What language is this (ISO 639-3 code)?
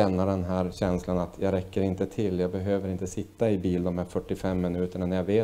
swe